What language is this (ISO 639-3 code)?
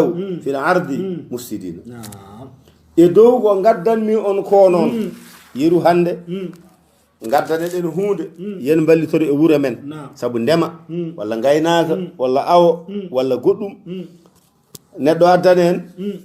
ful